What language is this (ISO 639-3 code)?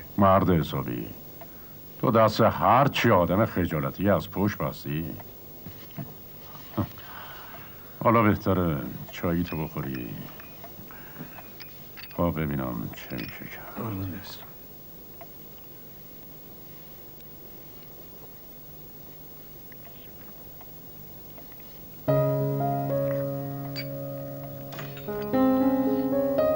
fas